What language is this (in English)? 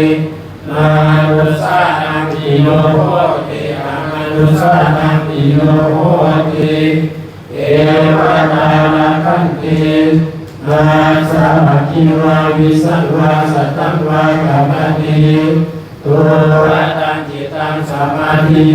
Pali